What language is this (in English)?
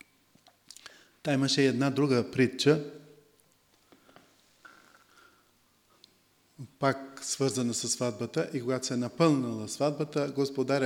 Bulgarian